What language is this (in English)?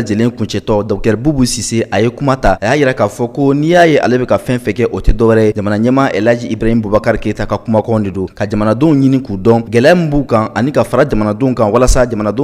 Bambara